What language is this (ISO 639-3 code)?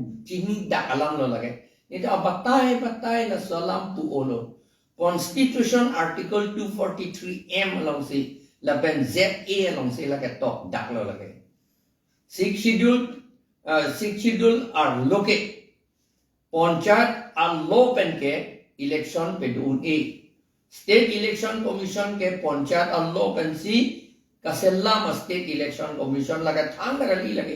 mjw